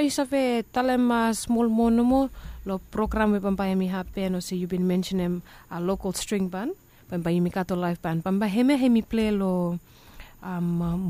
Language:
Bislama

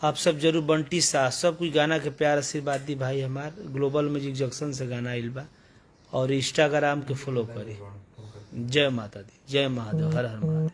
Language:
Bhojpuri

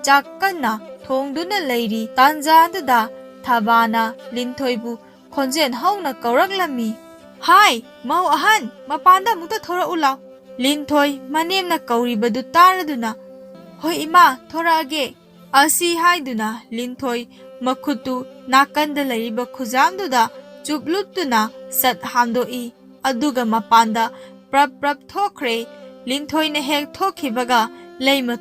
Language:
Manipuri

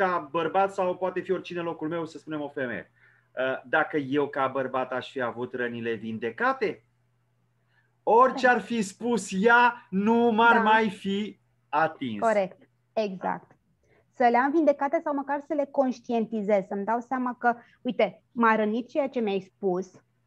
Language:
Romanian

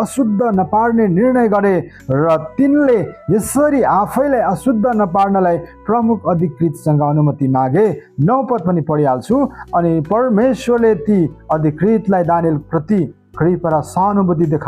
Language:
Nepali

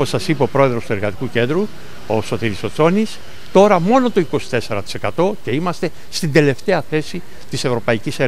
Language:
Greek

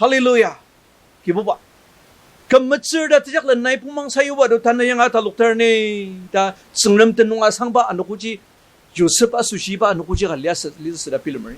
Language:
Ao Naga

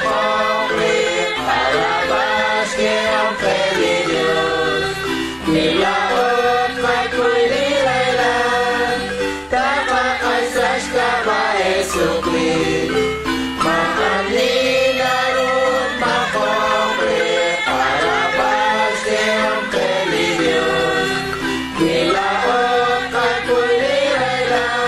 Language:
Kekchí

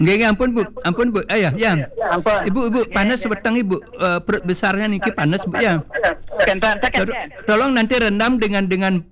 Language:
Balinese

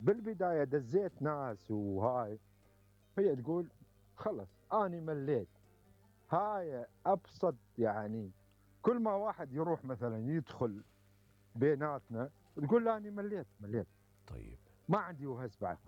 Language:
Mesopotamian Arabic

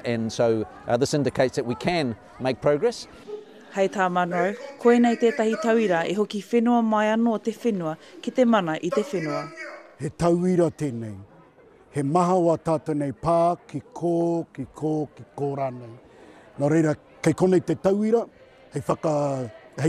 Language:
Māori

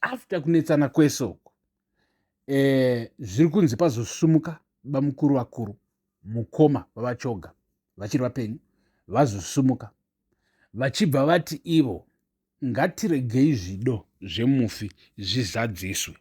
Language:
Shona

